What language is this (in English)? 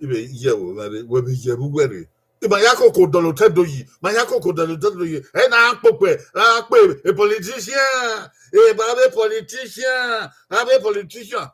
Bini